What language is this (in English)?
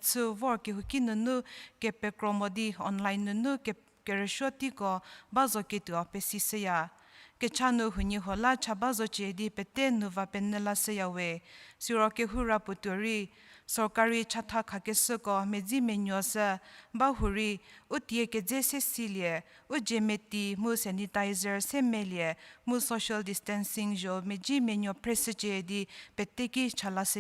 Angami Naga